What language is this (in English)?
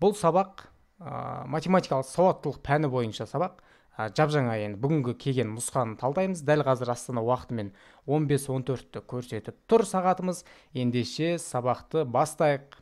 Kazakh